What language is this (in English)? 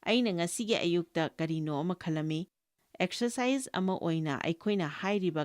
Manipuri